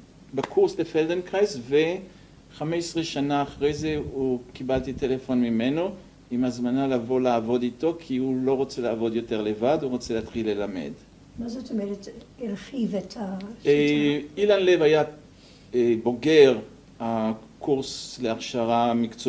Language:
Hebrew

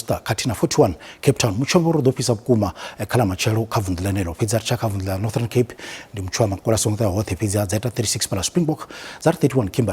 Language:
Venda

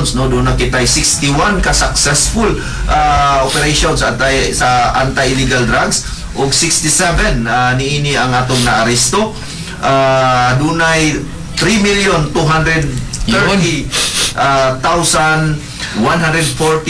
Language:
Cebuano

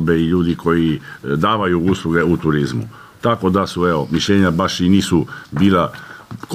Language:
Croatian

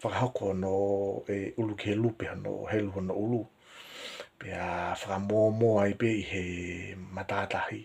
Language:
Tongan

